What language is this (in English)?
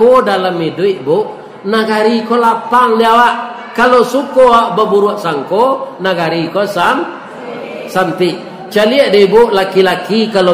Minangkabau